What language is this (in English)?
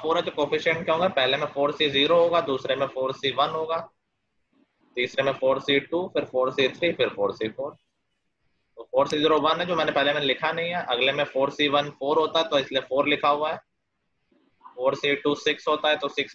Hindi